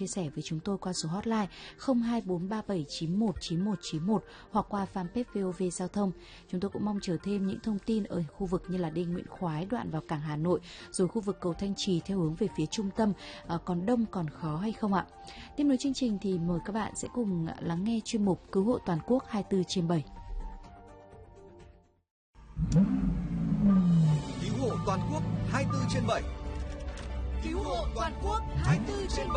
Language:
Vietnamese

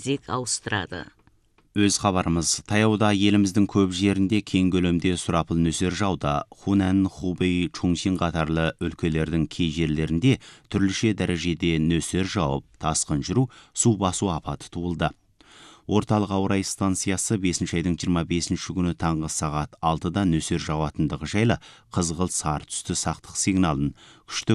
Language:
Kazakh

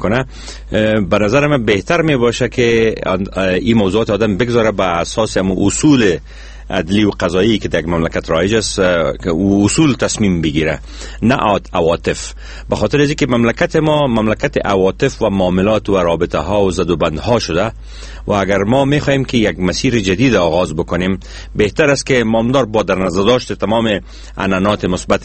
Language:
Persian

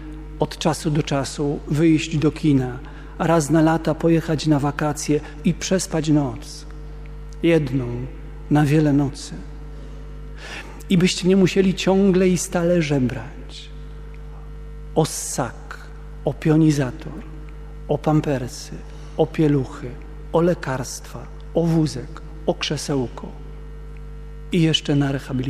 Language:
Polish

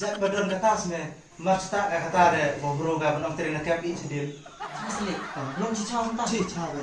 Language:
Khasi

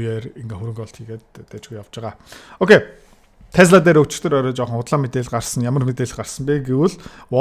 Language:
Mongolian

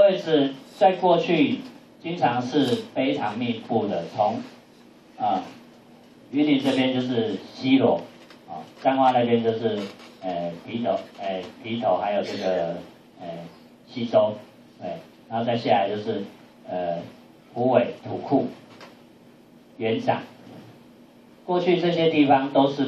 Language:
Chinese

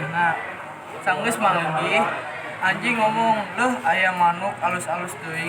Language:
Sundanese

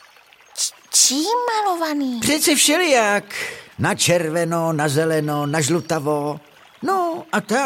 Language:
Czech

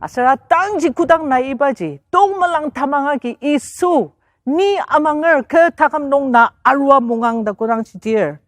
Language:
Ao Naga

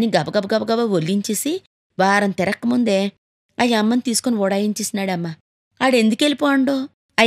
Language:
Telugu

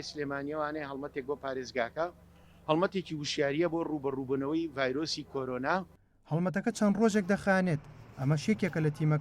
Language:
Central Kurdish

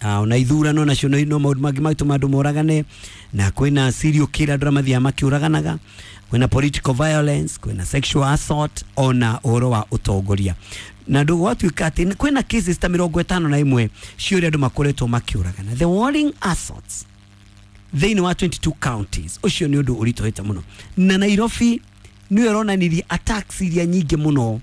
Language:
Kikuyu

